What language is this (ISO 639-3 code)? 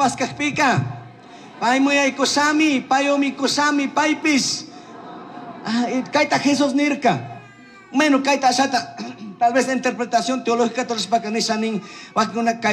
qug